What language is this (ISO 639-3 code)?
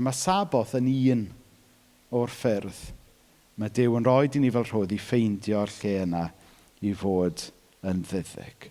cym